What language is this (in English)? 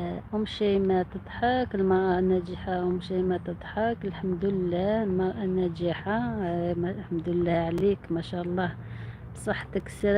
Algerian Arabic